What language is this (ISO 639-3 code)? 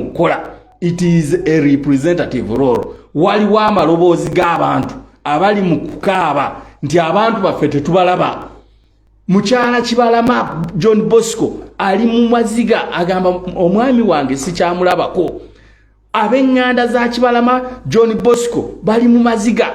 lug